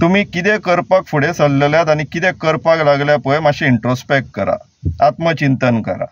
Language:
Konkani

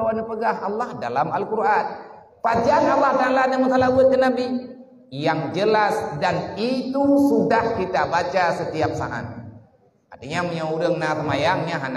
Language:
Achinese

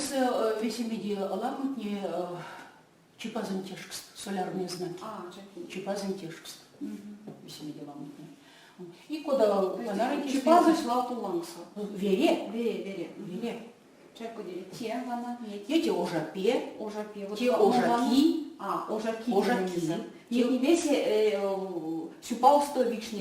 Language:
Erzya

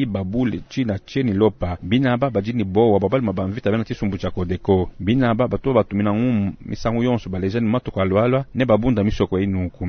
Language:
Luba-Lulua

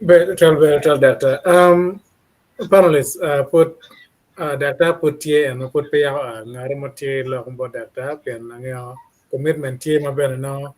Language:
Acoli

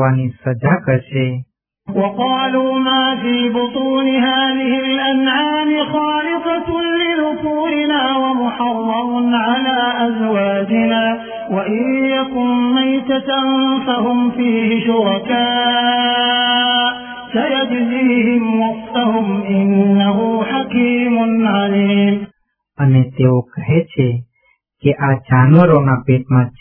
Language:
Gujarati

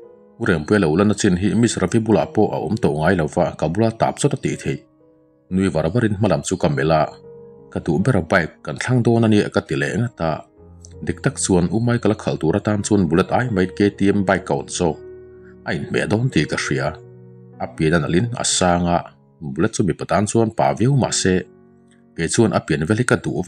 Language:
Mizo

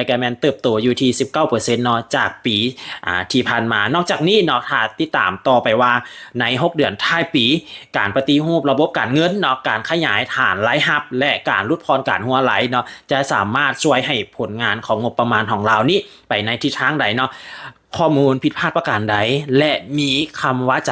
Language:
Lao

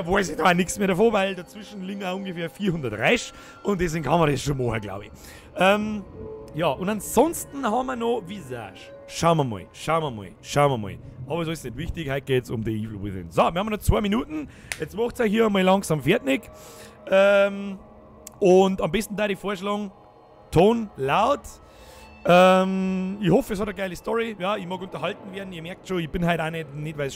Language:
Bavarian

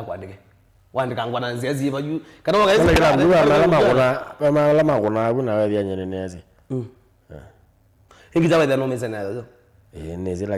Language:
Kamba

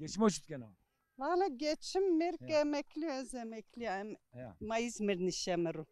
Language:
Zaza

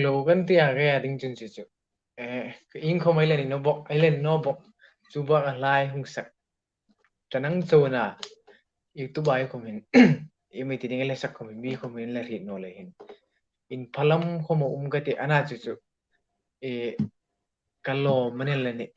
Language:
Hmar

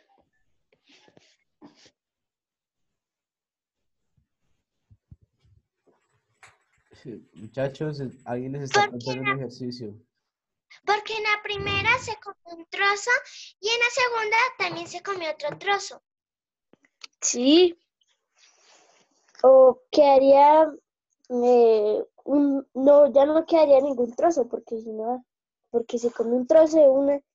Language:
Spanish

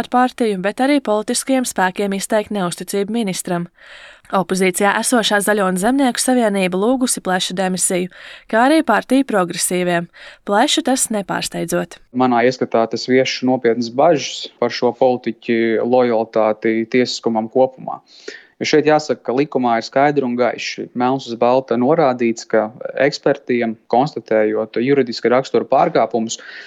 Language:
Latvian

